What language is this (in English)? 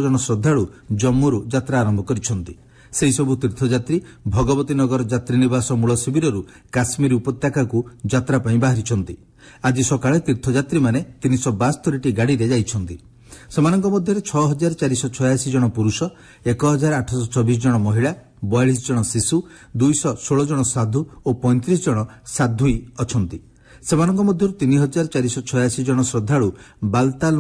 Odia